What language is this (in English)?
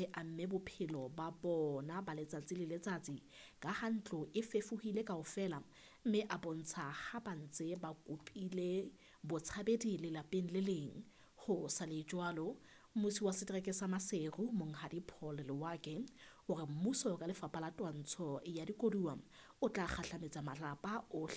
Southern Sotho